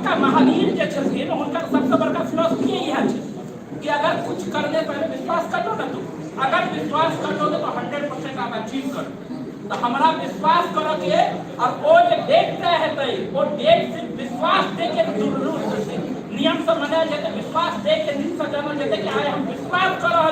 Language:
Maithili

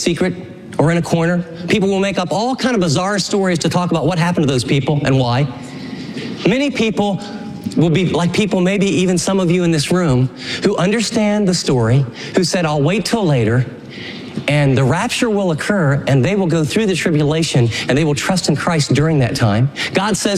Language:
English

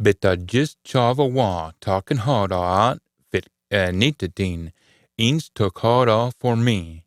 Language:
Scots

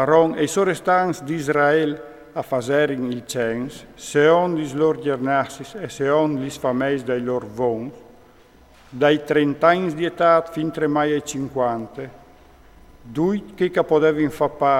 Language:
Friulian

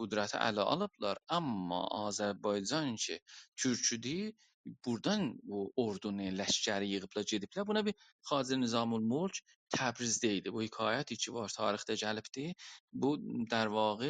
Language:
South Azerbaijani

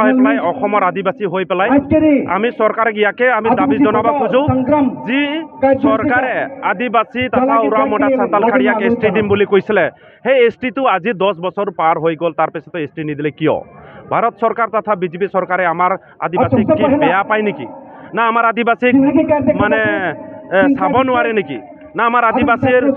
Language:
Assamese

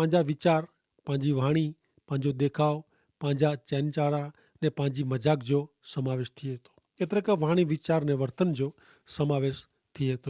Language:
Kachhi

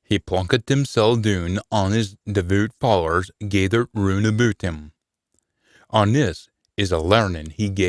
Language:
Scots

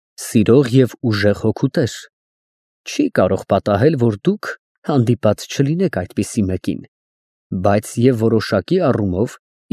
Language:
Armenian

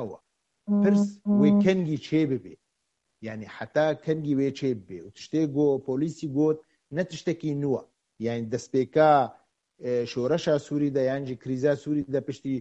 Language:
Kurdish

